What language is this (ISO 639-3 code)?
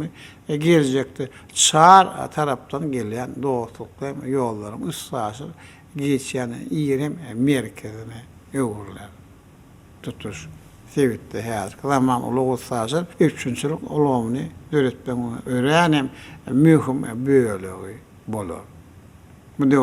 tuk